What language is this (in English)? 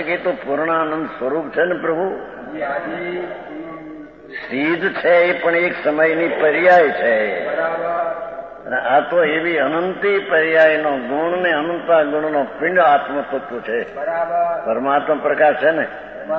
Gujarati